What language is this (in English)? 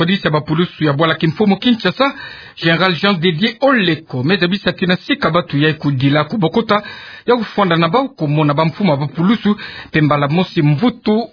Kituba (Democratic Republic of Congo)